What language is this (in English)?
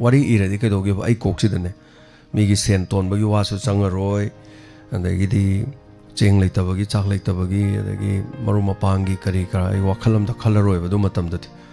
Manipuri